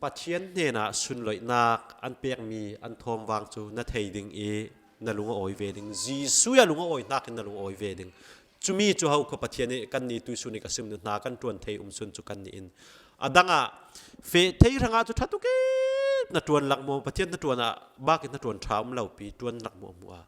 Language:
Falam Chin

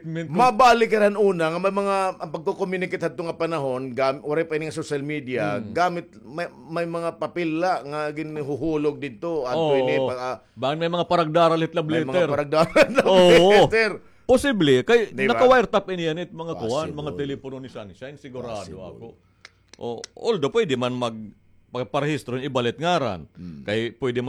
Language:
Waray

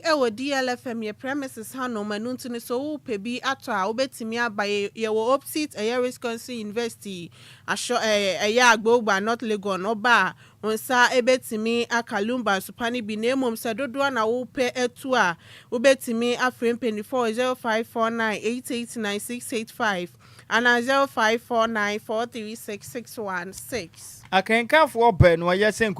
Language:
Akan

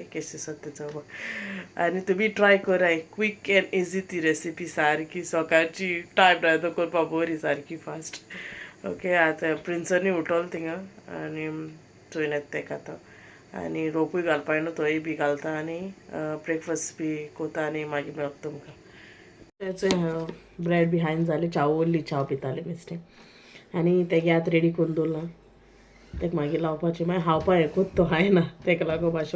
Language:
Konkani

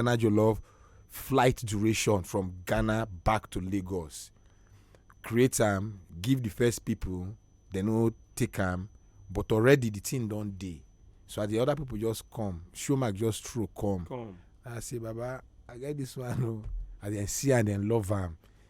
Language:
Nigerian Pidgin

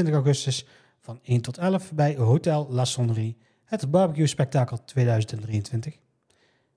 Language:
Dutch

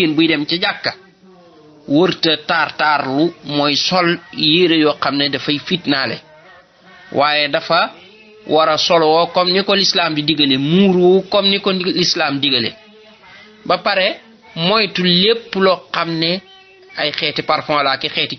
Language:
Wolof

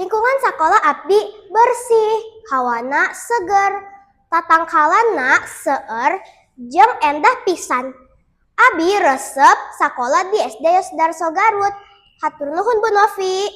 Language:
Sundanese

